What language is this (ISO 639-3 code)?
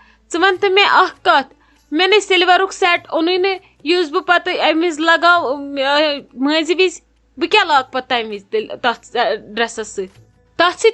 kas